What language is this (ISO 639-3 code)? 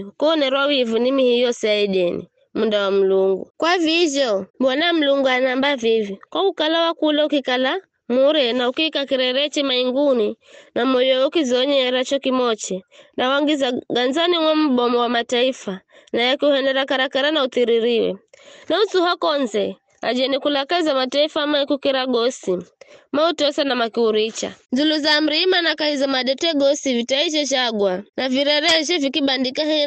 nyf